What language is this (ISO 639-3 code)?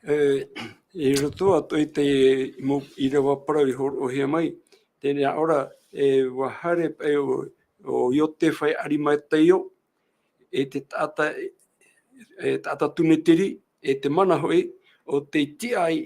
tah